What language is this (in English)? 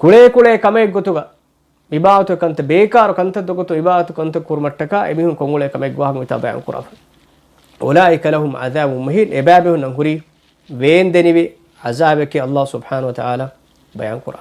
Divehi